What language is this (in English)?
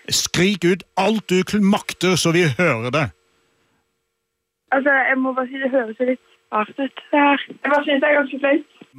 Norwegian